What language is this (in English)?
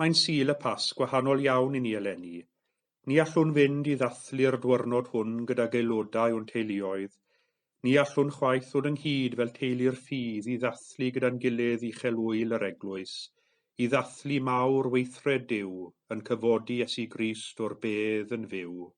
Welsh